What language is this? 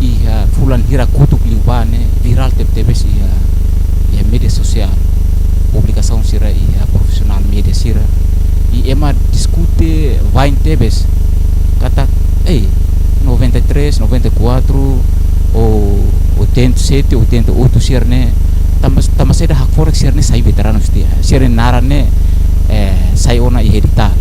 Tetum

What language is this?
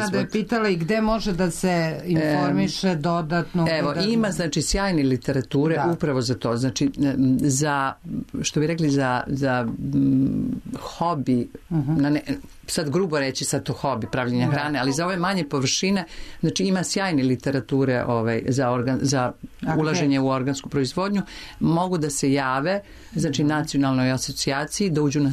Serbian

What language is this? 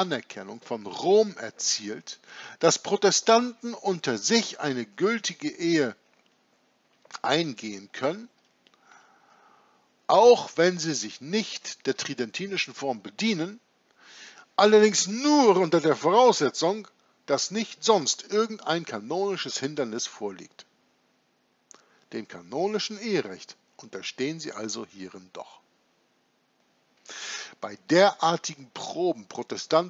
German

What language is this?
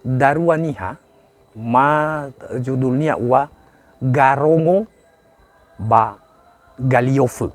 Nias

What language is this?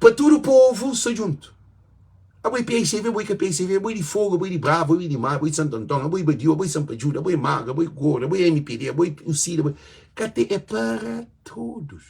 Kabuverdianu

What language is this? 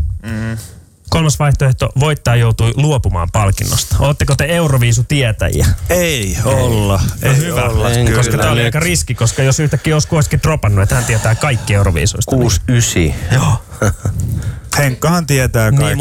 Finnish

